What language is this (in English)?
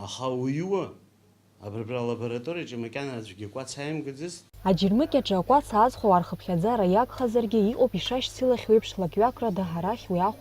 Abkhazian